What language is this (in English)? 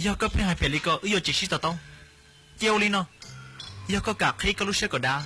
Hmong